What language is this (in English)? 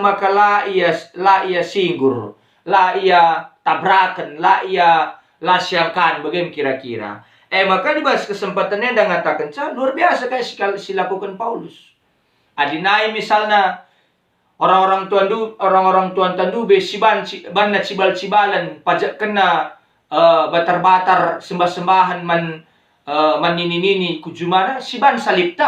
Batak Karo